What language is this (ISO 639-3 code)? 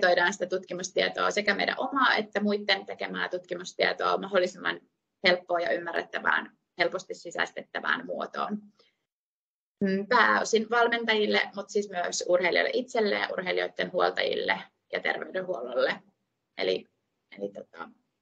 fin